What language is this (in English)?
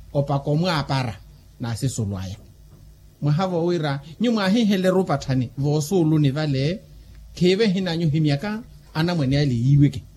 Makhuwa